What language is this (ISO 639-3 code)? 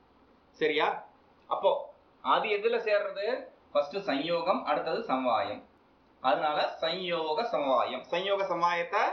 tam